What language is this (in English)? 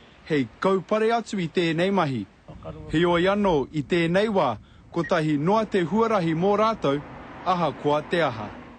Māori